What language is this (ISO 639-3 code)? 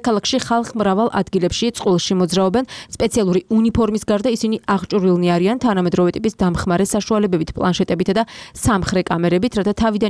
kat